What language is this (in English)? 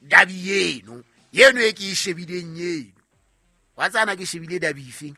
Southern Sotho